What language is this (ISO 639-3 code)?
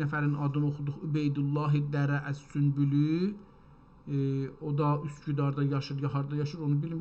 azb